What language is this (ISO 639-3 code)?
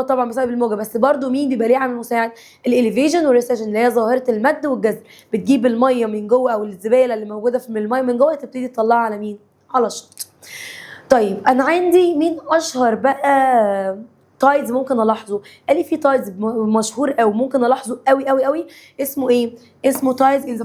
arz